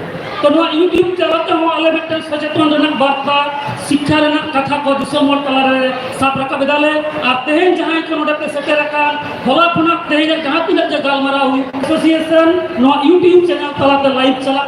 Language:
Santali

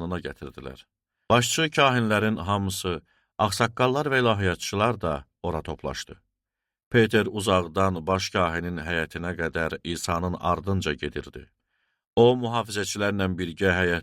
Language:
Azerbaijani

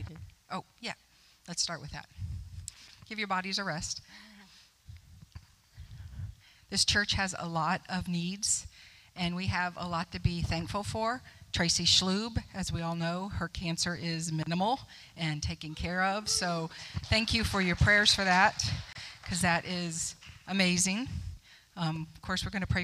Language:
English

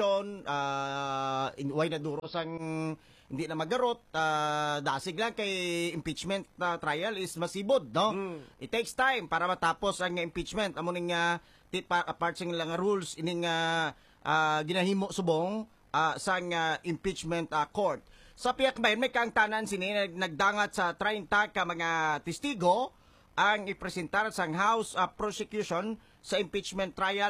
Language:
Hiligaynon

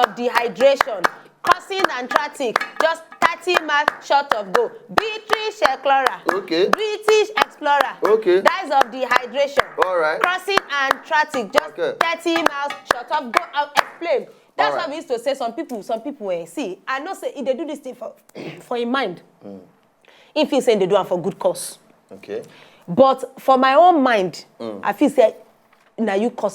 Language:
Nigerian Pidgin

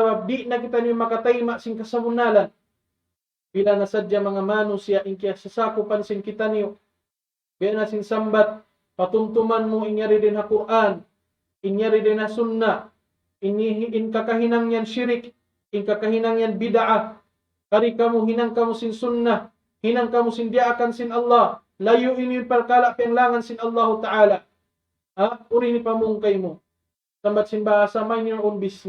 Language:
Tausug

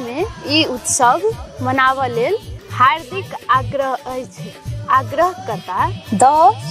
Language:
Maithili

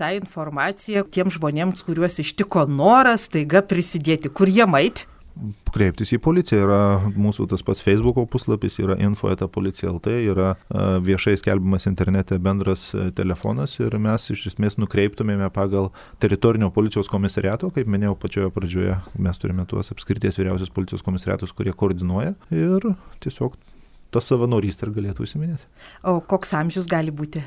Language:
Lithuanian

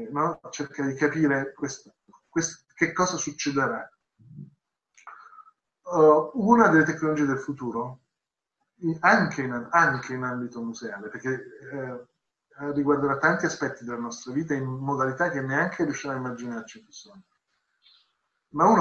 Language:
Italian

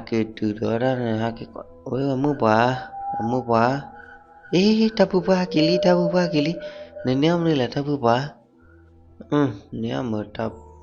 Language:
S'gaw Karen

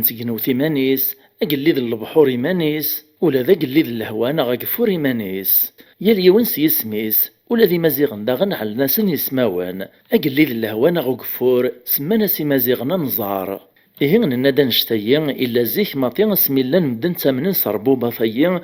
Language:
Kabyle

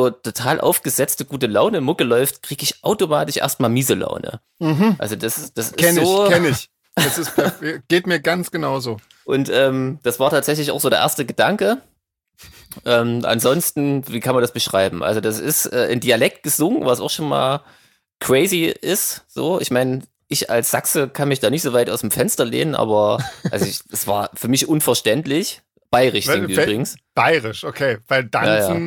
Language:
German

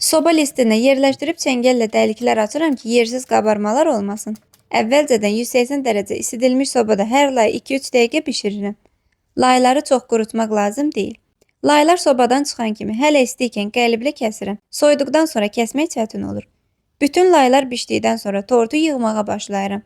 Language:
Azerbaijani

